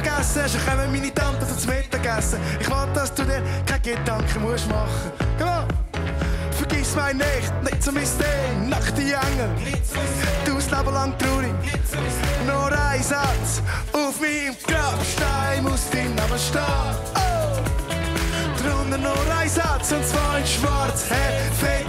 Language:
Swiss German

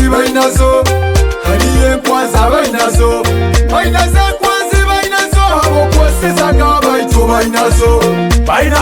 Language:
Nyoro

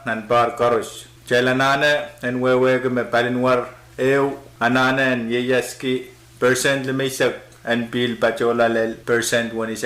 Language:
Pohnpeian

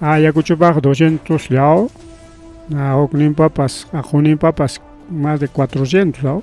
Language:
Ayacucho Quechua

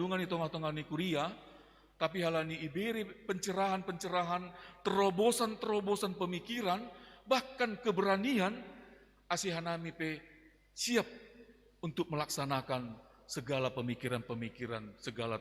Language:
Batak Simalungun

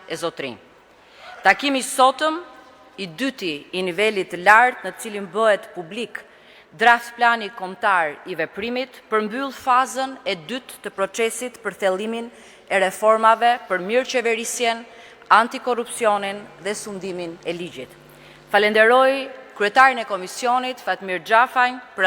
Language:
Albanian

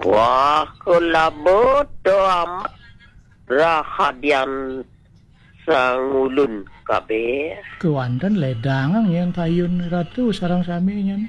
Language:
Balinese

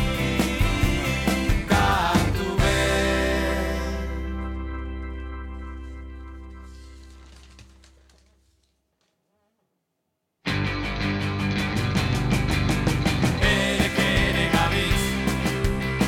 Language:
Basque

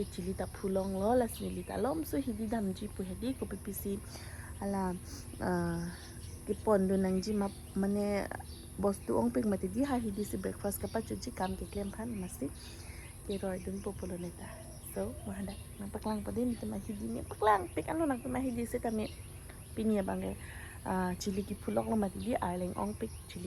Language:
Karbi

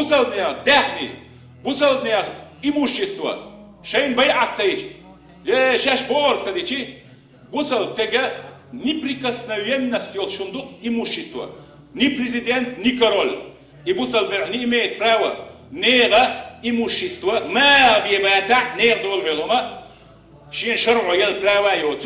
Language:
Chechen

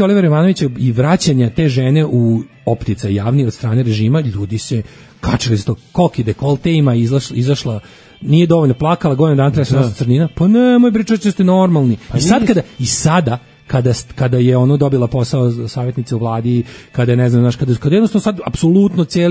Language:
Serbian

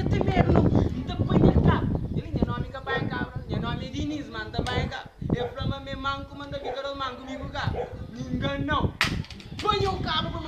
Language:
Kabuverdianu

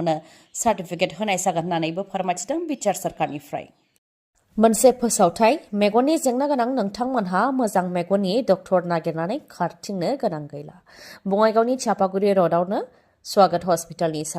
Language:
Bodo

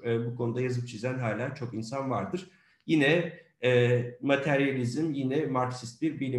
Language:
Turkish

